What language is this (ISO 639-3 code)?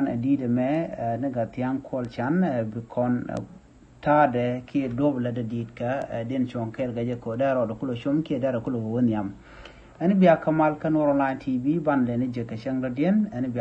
nus